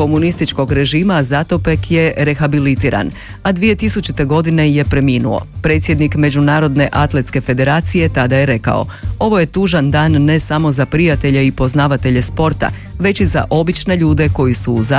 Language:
Croatian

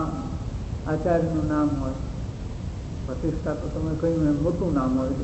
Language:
Gujarati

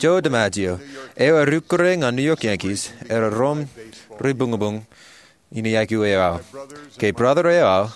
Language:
Marshallese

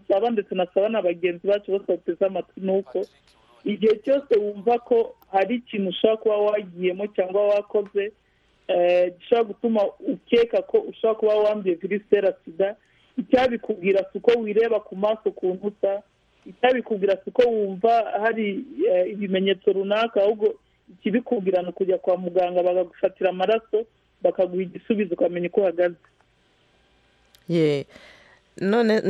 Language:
Kinyarwanda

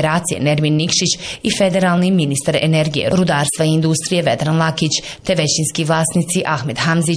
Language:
Bosnian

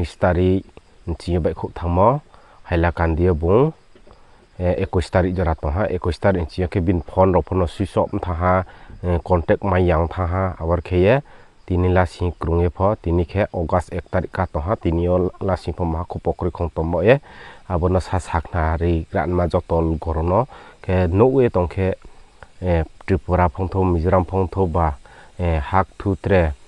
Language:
Riang (India)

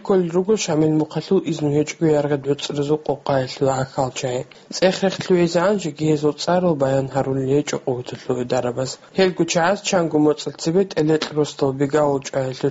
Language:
Avaric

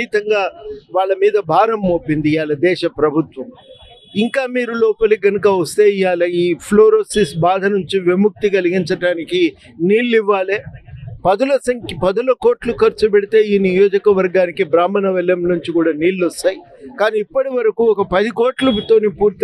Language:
Telugu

